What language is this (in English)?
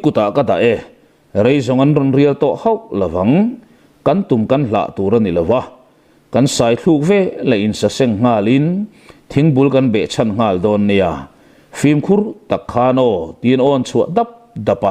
Mizo